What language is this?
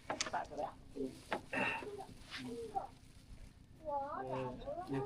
Lao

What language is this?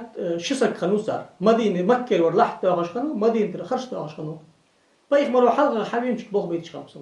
Ingush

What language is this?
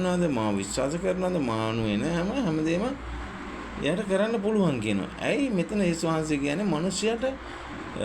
Sinhala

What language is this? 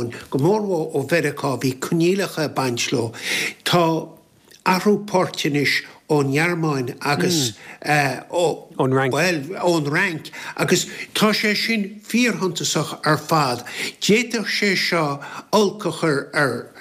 Irish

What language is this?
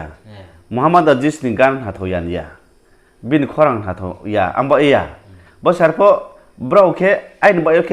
Riang (India)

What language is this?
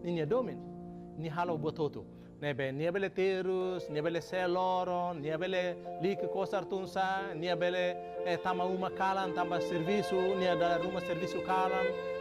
Tetum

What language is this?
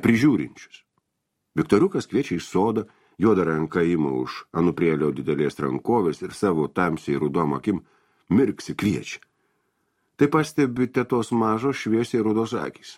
Lithuanian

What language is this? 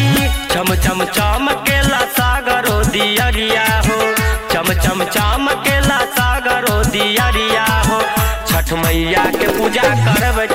Bhojpuri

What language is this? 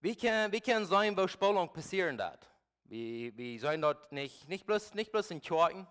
Plautdietsch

